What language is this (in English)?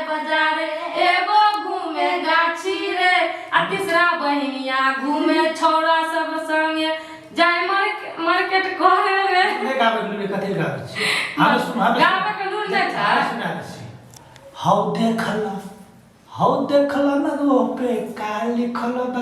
Maithili